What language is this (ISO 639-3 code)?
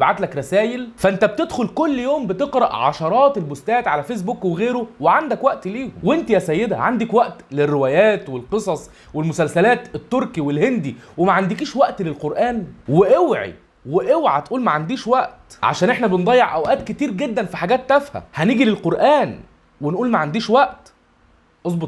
arz